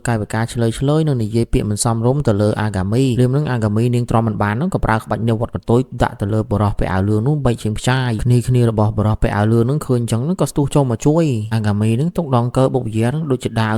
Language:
Khmer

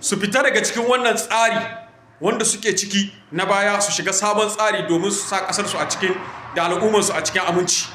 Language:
Hausa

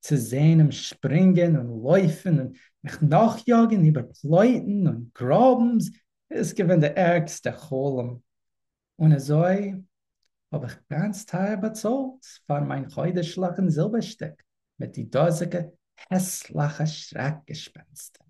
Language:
Yiddish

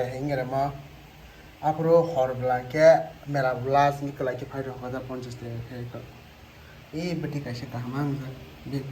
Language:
Kok Borok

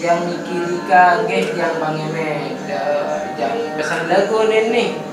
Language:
Sasak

